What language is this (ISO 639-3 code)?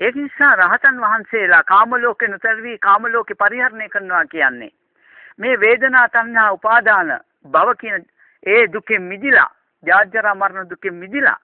sin